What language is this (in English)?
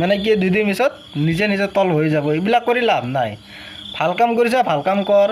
Assamese